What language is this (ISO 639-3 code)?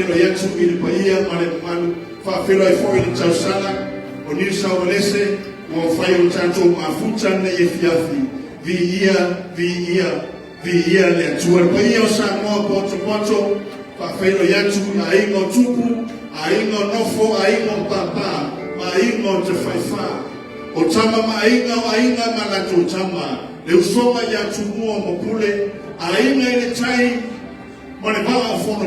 smo